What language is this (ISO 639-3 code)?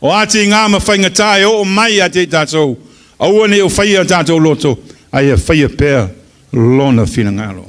smo